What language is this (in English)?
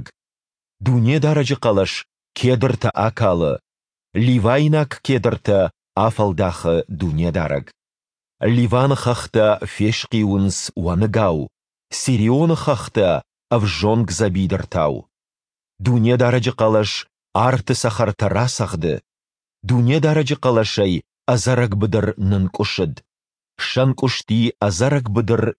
Ossetic